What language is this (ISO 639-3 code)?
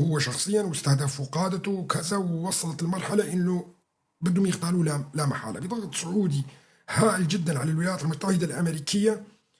apc